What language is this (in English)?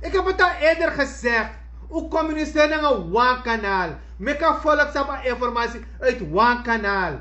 Sranan Tongo